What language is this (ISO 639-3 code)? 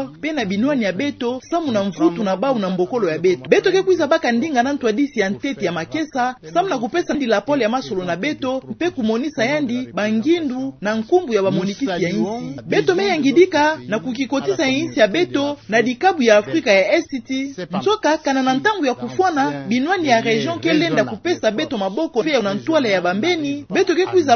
ktu